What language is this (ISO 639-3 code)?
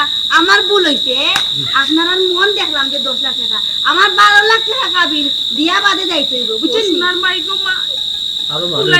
syl